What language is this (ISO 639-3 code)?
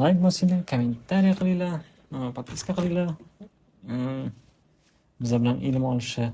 uzb